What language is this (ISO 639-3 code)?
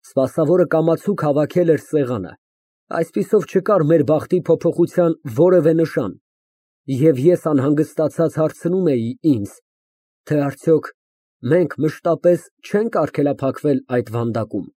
hye